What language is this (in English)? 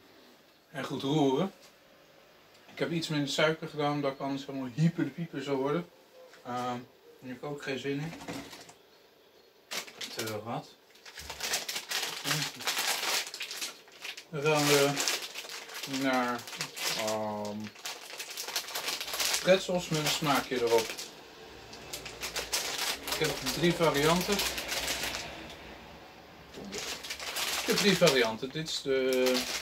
Dutch